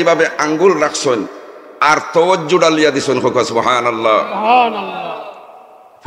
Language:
Sylheti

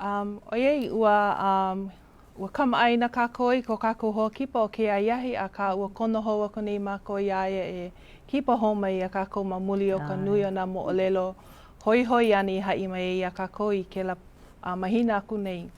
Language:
Hawaiian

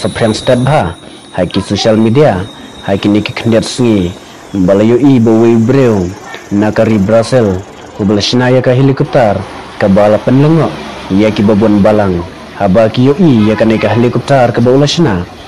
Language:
Khasi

